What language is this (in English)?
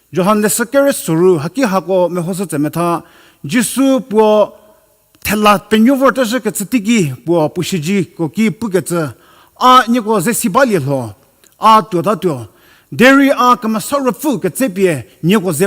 Angami Naga